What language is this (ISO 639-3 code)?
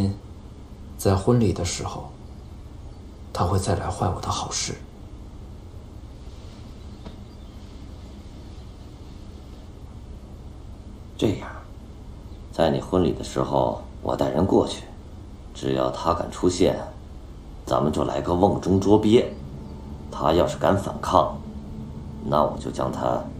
zho